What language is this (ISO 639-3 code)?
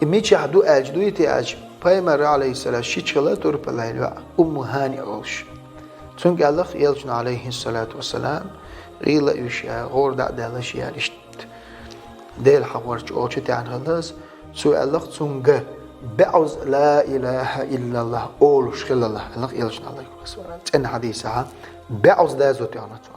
che